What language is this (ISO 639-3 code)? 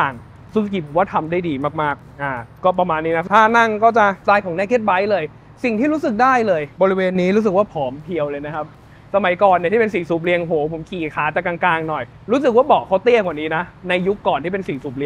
tha